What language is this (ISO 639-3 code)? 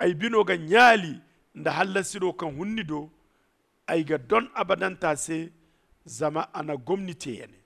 dje